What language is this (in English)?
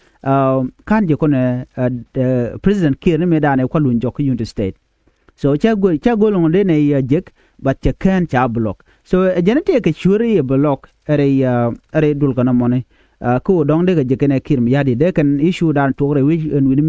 Nuer